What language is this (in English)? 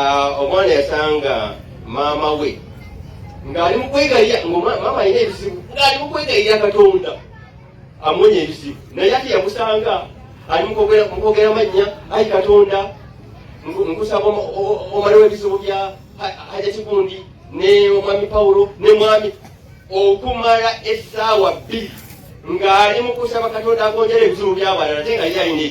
Ganda